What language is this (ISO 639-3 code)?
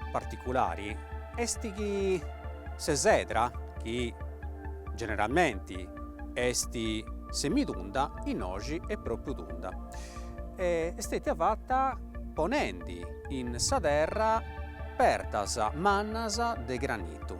srd